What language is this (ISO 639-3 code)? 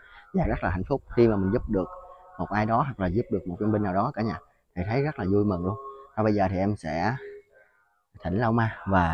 vie